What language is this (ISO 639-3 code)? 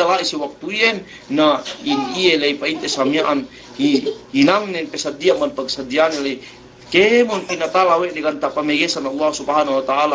yka